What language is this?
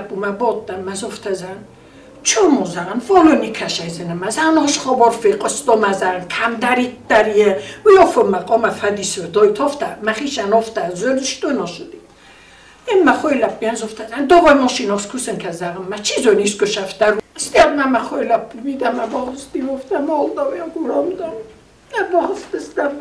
Ossetic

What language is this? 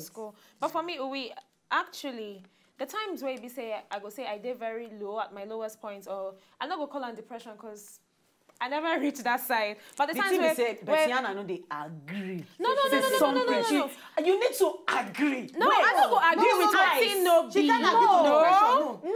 Nigerian Pidgin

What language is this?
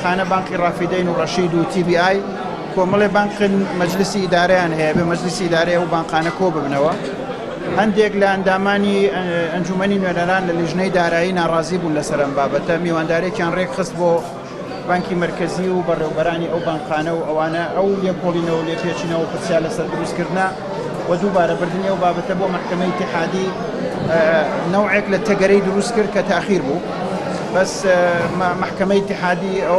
Central Kurdish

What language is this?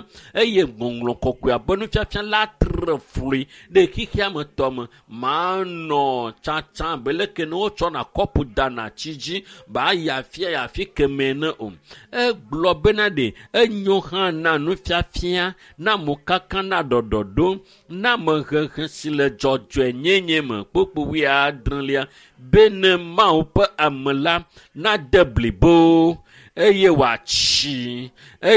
Ewe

